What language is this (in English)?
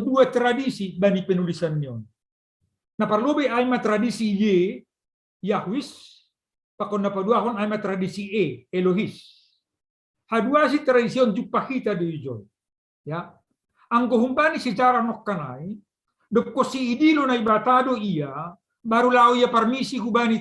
Batak Simalungun